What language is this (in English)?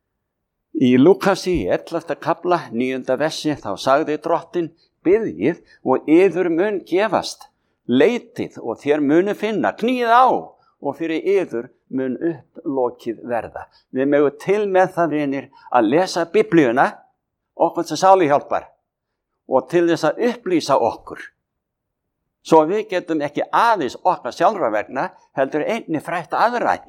Icelandic